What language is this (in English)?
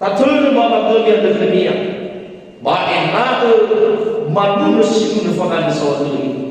Nias